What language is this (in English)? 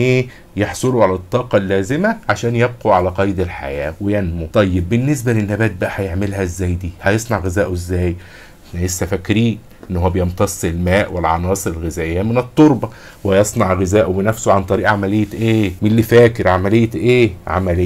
Egyptian Arabic